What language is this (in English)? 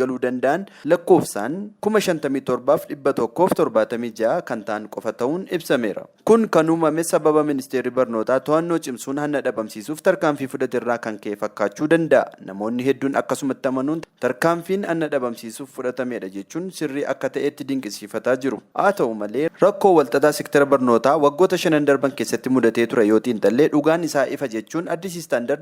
Oromo